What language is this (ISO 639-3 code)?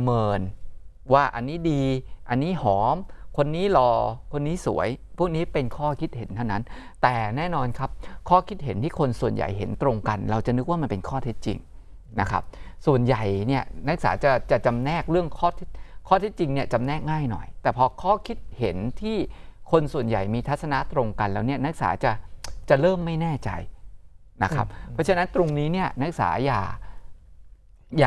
tha